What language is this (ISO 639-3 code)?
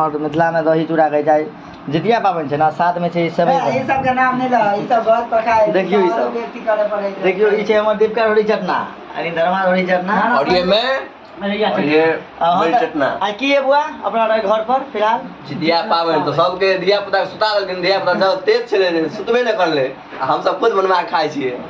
mai